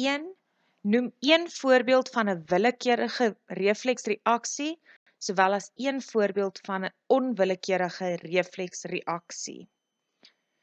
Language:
Afrikaans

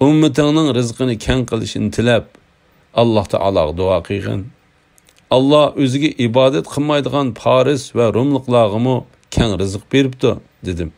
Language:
Uyghur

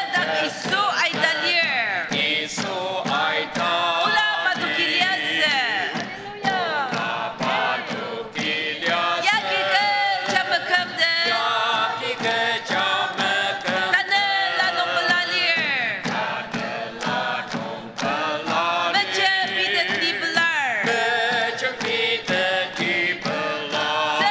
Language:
Ao Naga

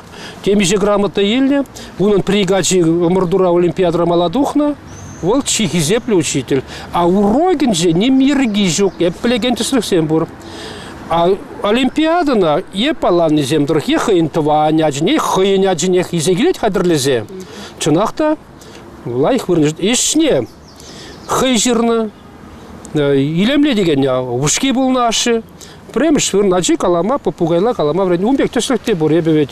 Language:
Chuvash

